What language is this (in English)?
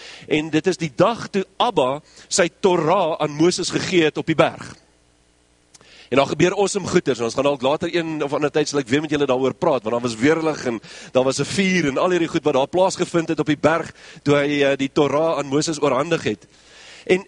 Afrikaans